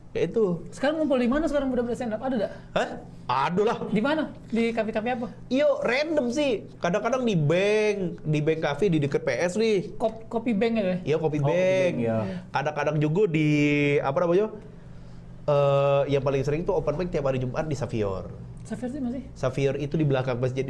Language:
Musi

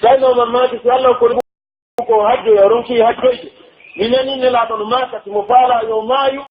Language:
Pular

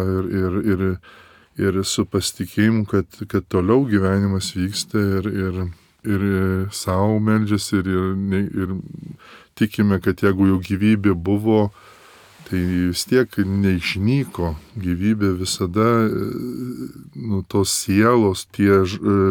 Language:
Lithuanian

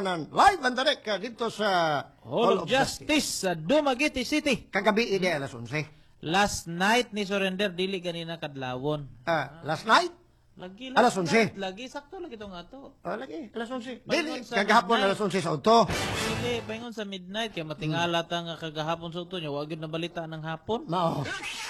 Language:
Cebuano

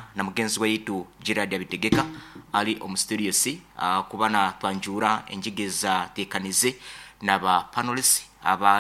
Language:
Nyoro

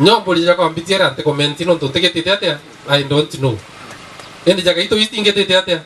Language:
Meru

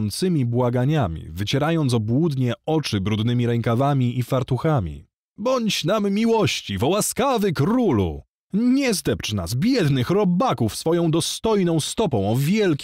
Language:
Polish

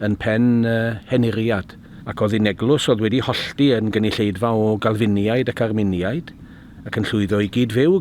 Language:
Welsh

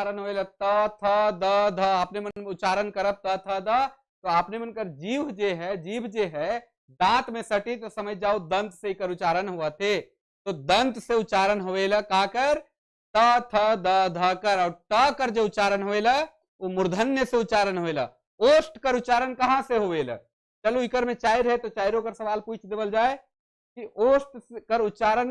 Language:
Sadri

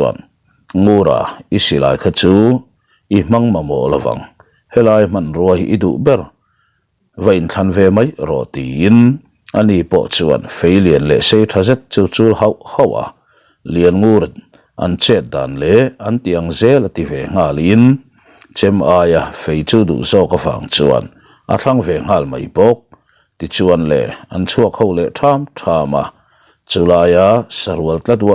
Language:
Mizo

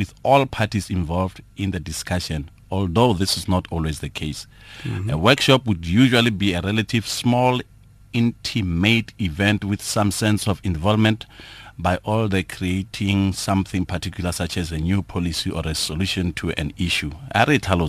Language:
Tswana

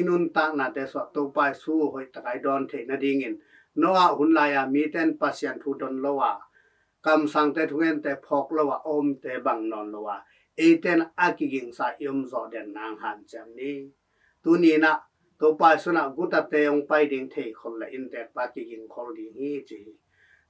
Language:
Tedim Chin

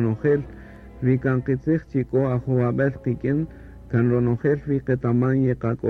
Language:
Kaqchikel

